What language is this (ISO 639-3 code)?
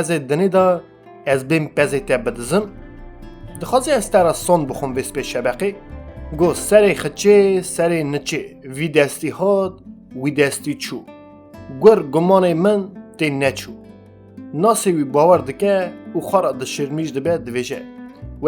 kur